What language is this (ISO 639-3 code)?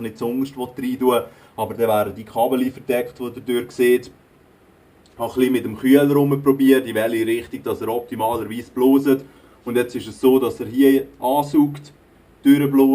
gsw